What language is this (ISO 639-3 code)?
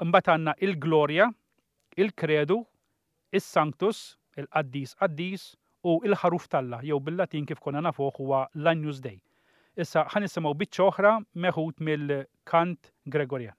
mlt